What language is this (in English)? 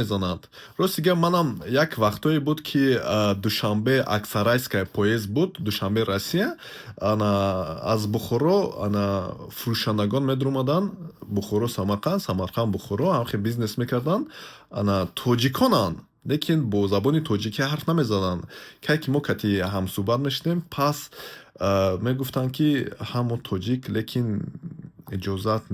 Tajik